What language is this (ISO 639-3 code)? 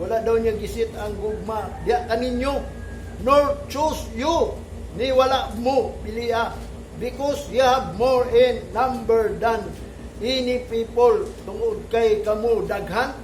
ceb